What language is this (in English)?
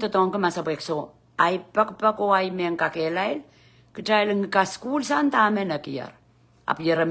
Pohnpeian